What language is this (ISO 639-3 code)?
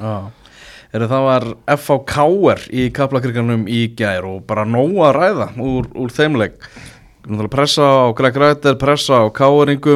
isl